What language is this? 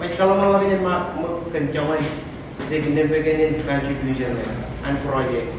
Marshallese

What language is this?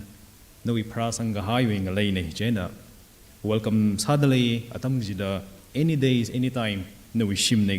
Tangkhul Naga (India)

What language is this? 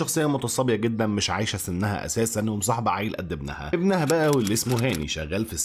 Egyptian Arabic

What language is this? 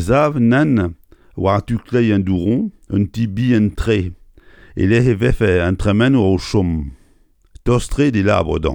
Breton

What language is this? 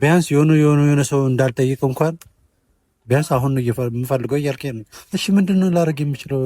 Amharic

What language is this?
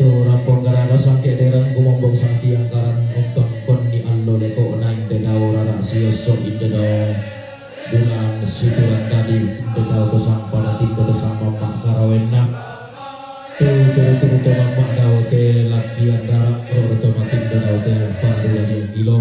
Toraja-Sa'dan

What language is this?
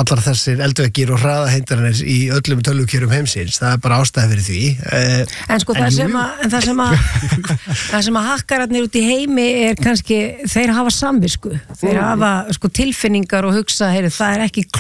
Icelandic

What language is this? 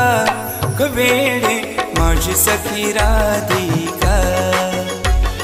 Marathi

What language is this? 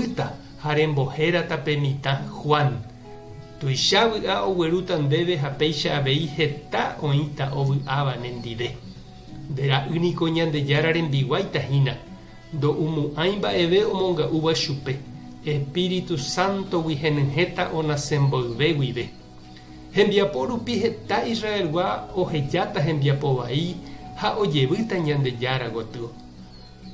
Guarani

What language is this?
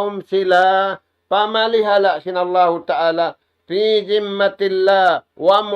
Tausug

